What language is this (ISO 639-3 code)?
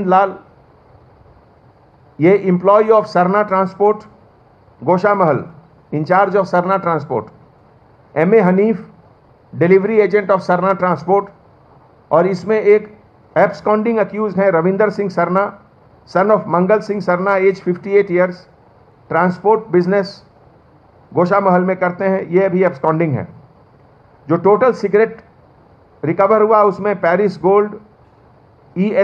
hin